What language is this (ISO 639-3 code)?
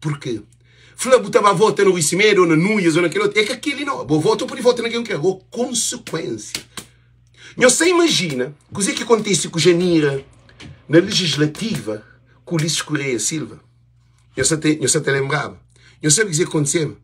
kea